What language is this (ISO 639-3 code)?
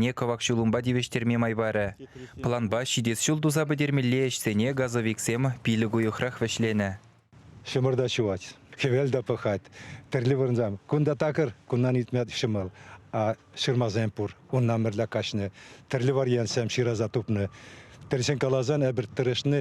chv